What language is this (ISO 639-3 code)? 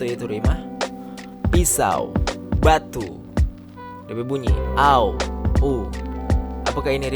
xmm